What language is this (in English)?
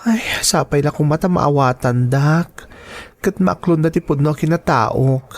Iloko